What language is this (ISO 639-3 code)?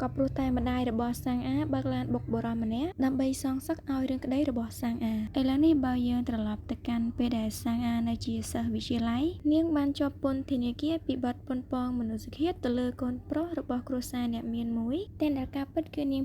khm